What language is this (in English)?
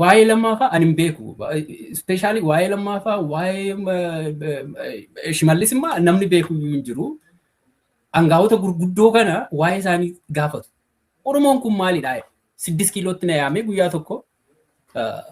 Oromo